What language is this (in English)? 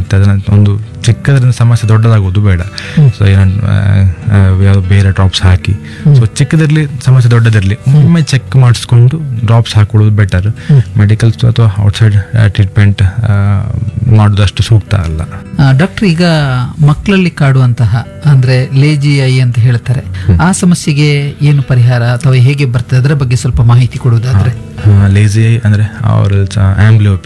Kannada